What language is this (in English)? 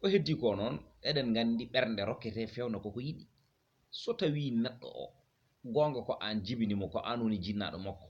Fula